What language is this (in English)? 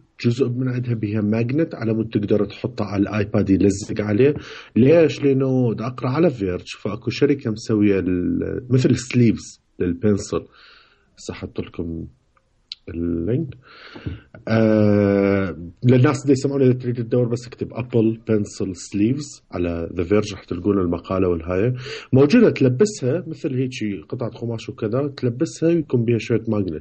Mesopotamian Arabic